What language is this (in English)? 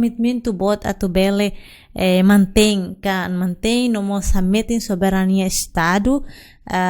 Tetum